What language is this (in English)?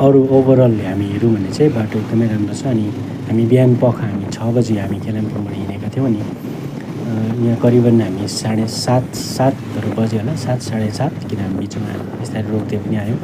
Nepali